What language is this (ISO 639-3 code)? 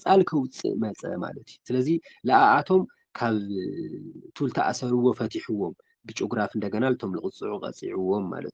tir